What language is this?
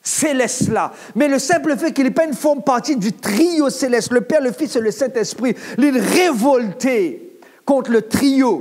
Morisyen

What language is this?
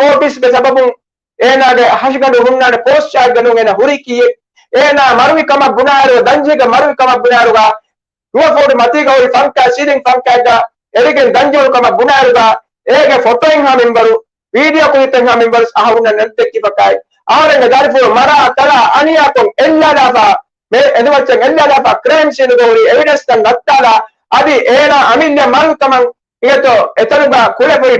Divehi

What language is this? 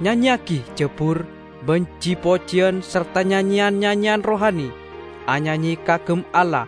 Madurese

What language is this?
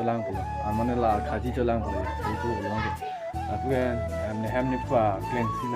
Karbi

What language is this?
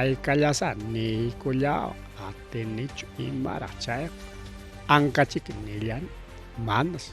Ayacucho Quechua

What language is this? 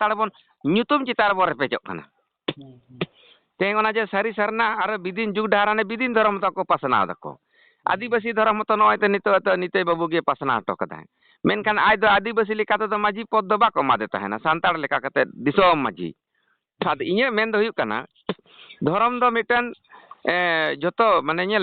Santali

